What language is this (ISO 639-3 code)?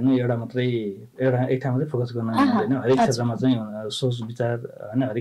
nep